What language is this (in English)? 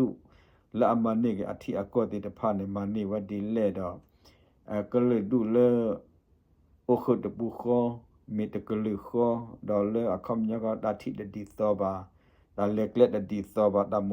S'gaw Karen